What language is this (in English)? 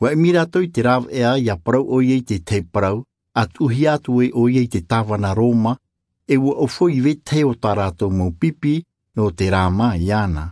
Tahitian